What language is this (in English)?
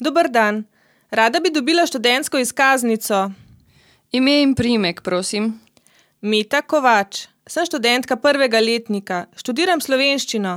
Slovenian